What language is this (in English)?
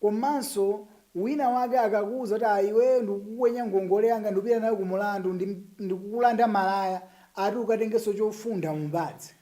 Nyanja